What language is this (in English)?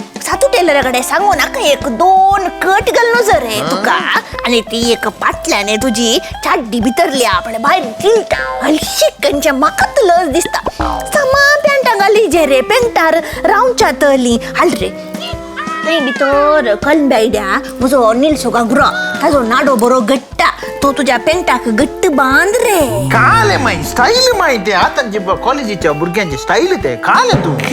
Konkani